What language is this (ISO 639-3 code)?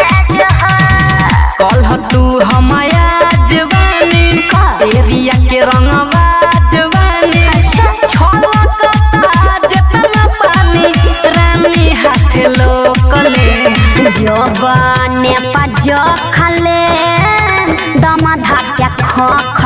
bho